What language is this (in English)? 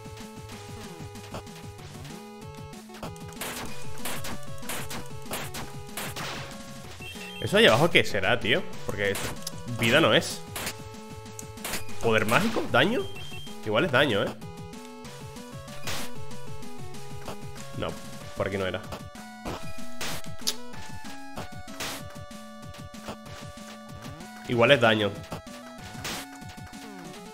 Spanish